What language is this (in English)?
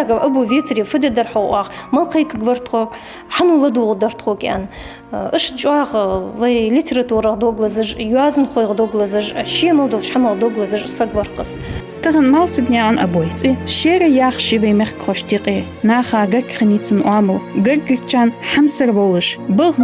Ingush